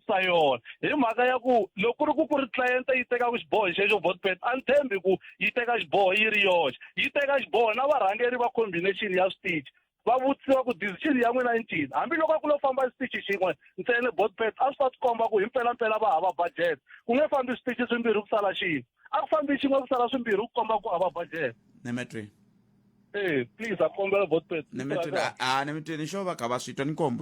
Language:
Tsonga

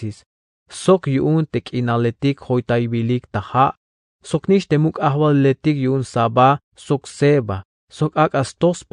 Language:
Tzeltal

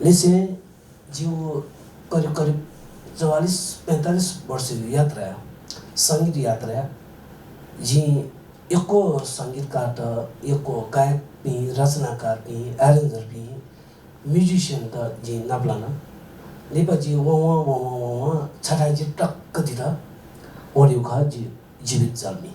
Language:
Newari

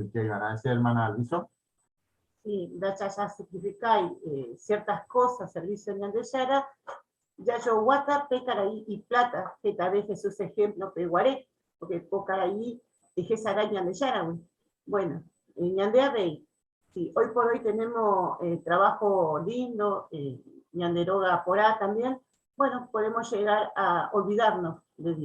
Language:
Guarani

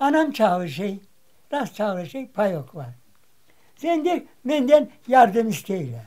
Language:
Crimean Tatar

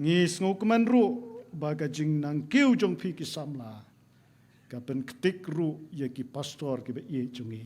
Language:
Khasi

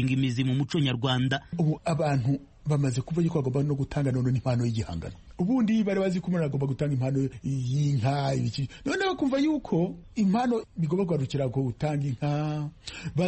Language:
Kinyarwanda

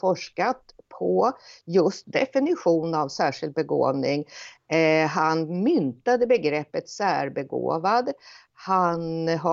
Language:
Swedish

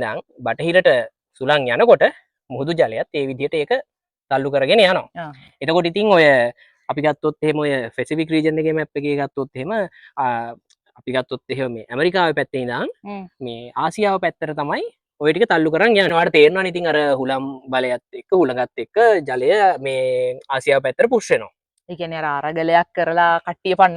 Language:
Sinhala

